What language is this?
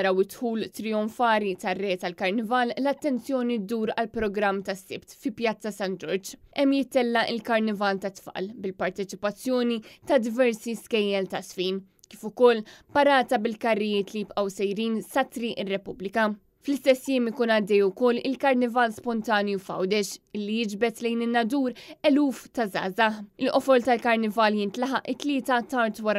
Maltese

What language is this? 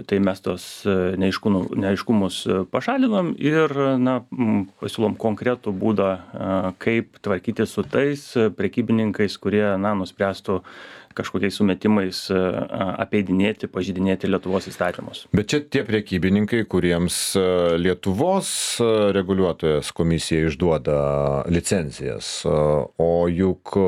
Lithuanian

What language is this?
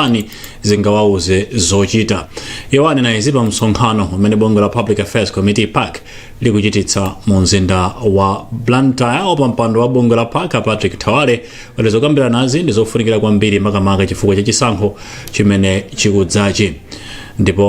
Nyanja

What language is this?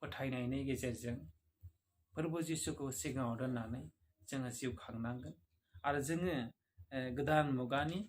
Bodo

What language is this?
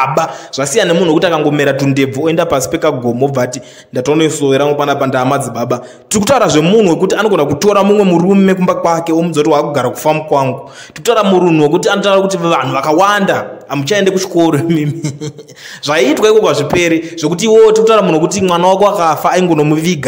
Shona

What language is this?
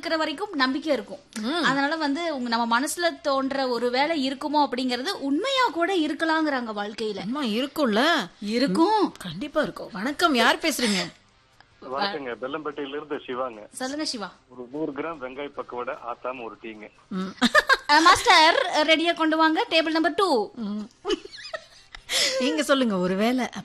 Tamil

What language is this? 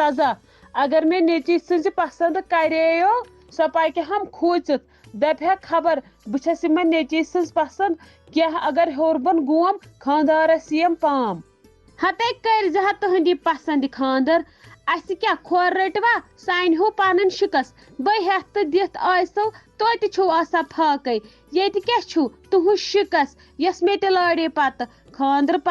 Kashmiri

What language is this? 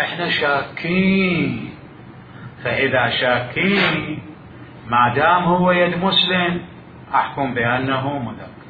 Mesopotamian Arabic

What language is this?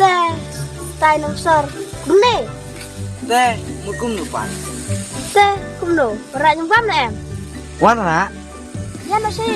Khasi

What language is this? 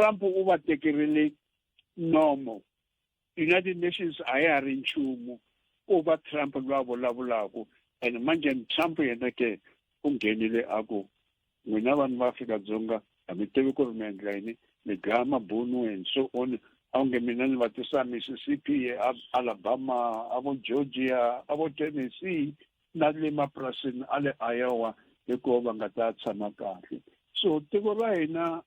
Tsonga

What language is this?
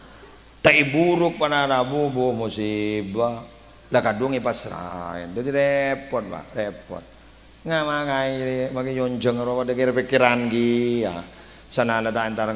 Madurese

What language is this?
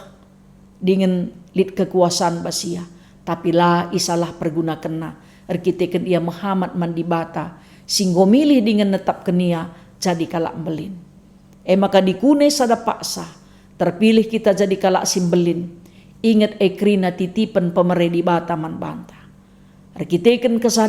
Batak Karo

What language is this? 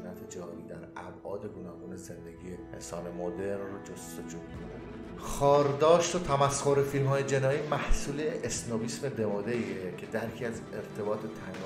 Persian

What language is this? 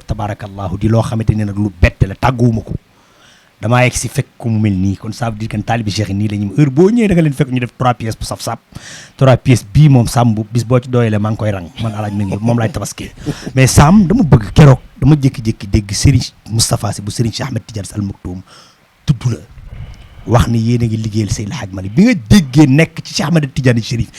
Wolof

